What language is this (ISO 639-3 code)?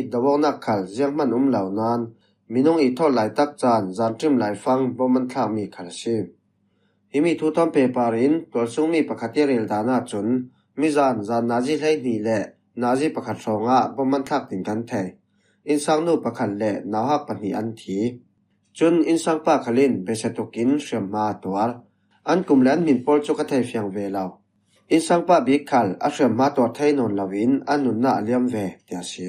cfm